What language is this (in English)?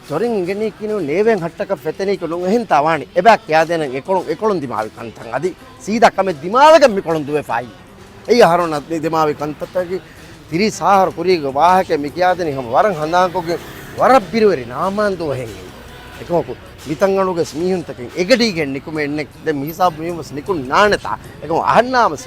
Divehi